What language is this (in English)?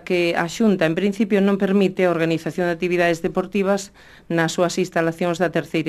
Galician